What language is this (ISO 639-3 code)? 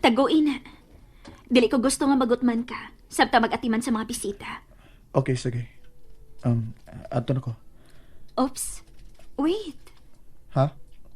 ceb